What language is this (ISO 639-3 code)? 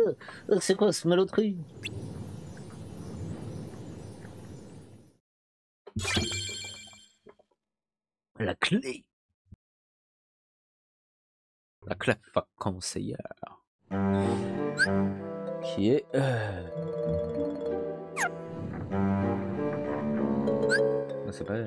fra